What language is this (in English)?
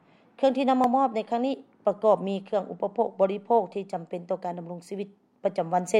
Lao